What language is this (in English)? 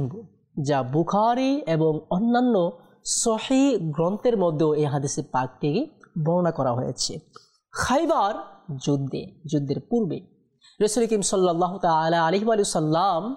Bangla